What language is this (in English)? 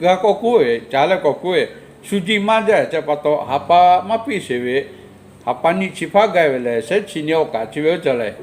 Lahu